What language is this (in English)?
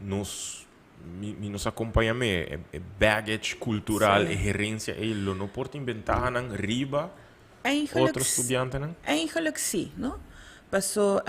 Papiamento